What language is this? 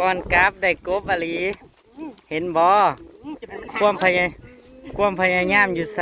Northeastern Thai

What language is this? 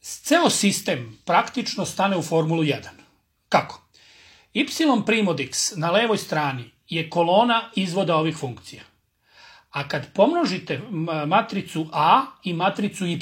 Serbian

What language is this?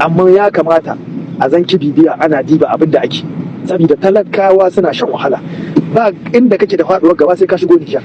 Hausa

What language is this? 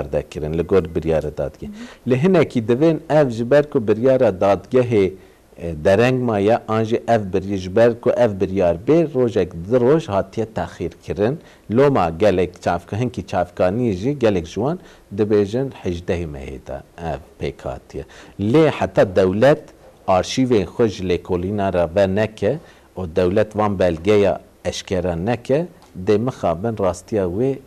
Kurdish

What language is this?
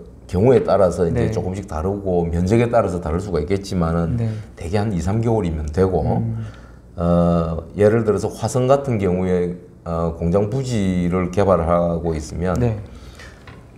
Korean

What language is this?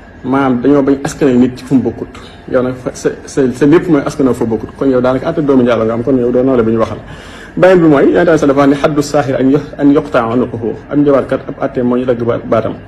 Wolof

